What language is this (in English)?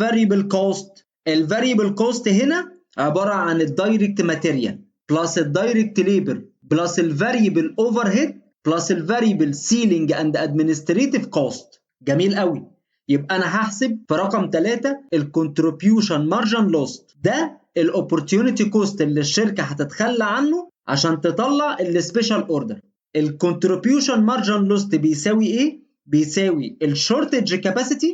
Egyptian Arabic